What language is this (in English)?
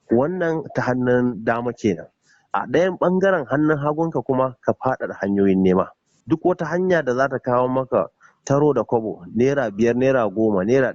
Hausa